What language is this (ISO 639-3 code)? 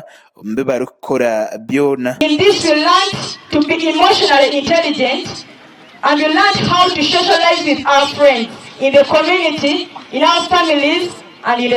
nyn